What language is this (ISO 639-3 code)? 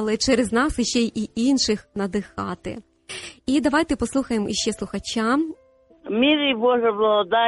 ukr